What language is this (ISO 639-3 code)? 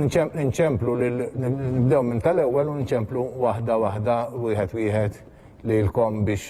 mlt